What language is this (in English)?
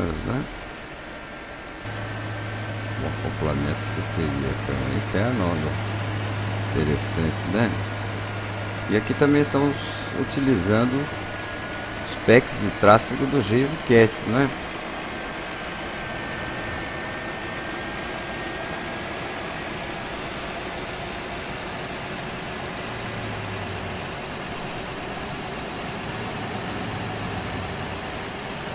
Portuguese